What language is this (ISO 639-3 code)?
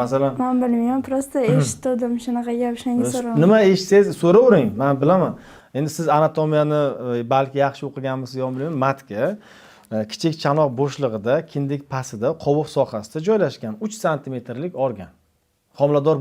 uzb